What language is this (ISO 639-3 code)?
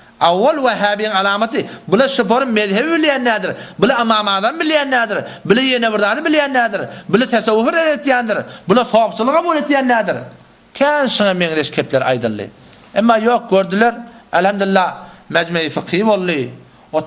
tuk